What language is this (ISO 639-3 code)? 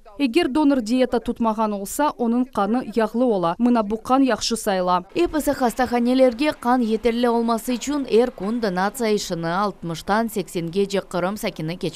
crh